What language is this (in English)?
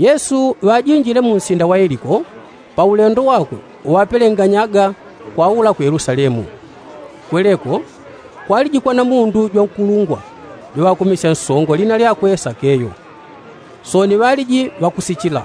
Yao